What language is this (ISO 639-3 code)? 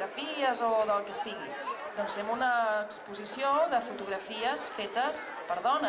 cat